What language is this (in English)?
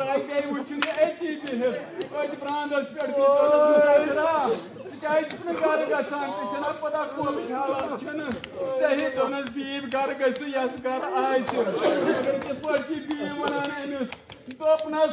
Kashmiri